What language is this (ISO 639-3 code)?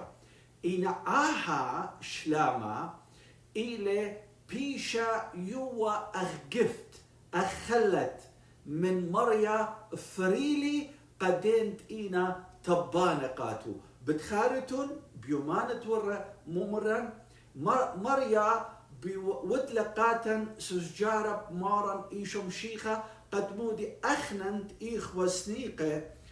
aii